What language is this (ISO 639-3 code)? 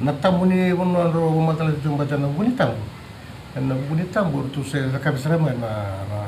fij